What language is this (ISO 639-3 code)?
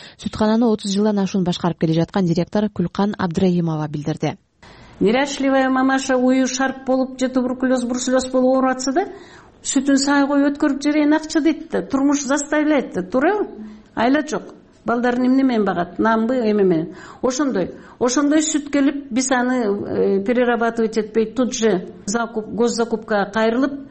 kir